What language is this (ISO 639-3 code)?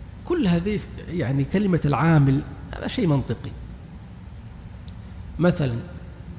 ara